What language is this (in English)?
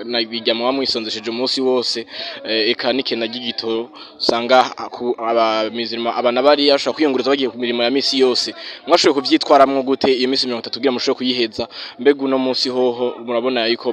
Rundi